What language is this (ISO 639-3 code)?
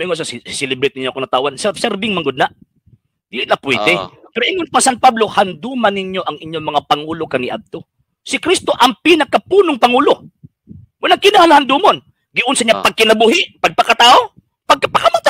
ceb